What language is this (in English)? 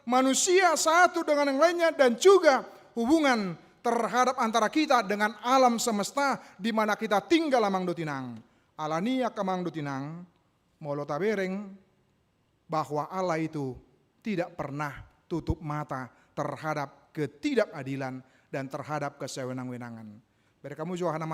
Batak Toba